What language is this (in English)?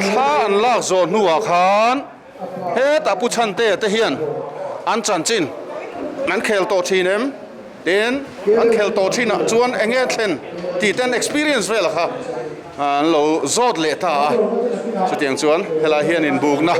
Mizo